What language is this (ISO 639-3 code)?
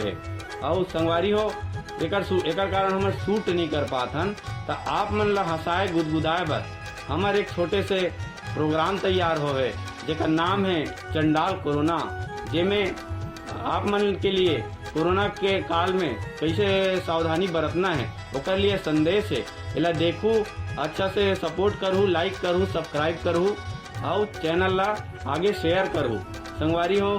hne